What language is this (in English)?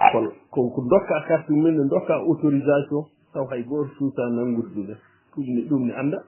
Fula